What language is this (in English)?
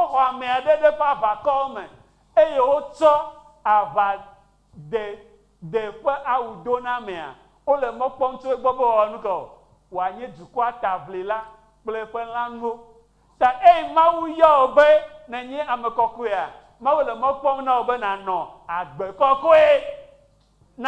Ewe